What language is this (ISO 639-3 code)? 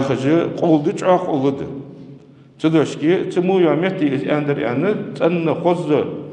inh